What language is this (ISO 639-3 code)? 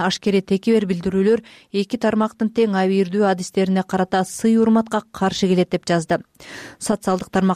kir